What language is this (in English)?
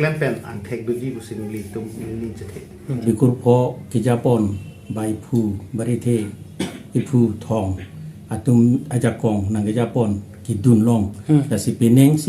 Karbi